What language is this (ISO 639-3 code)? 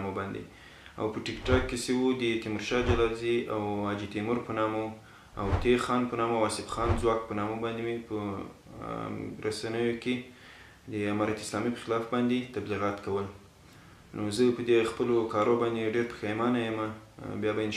pus